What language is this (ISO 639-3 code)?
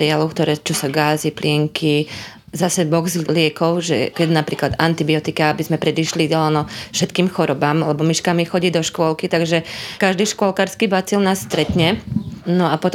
slk